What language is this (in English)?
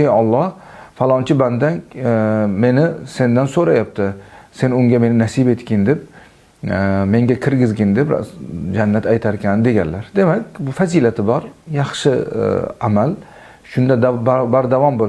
Uzbek